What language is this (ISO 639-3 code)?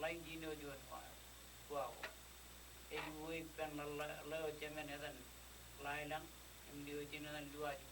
mah